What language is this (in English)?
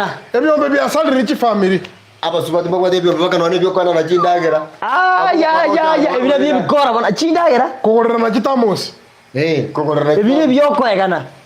Gusii